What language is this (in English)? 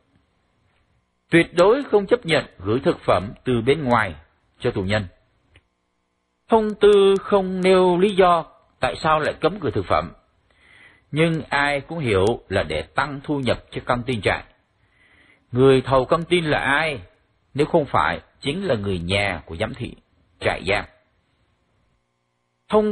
Vietnamese